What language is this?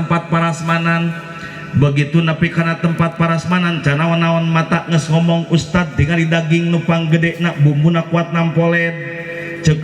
Sundanese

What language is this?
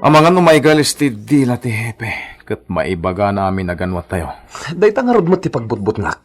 Iloko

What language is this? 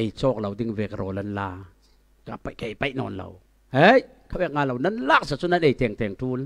Falam Chin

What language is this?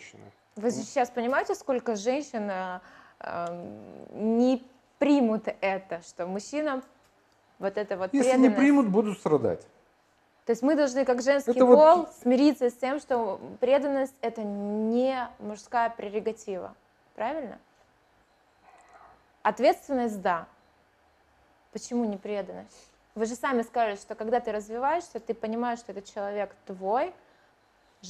Russian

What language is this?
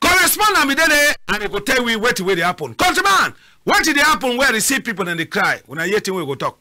Cameroon Pidgin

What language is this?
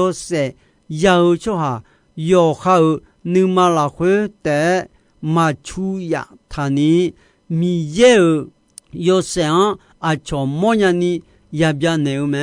Akha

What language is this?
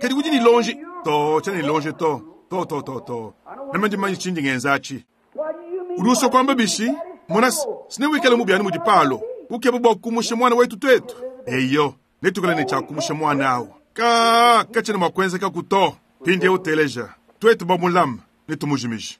Luba-Lulua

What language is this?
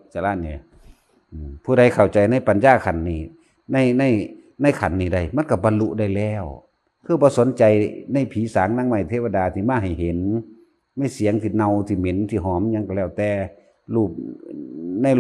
Northeastern Thai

